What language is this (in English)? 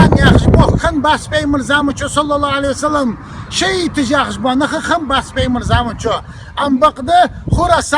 Chechen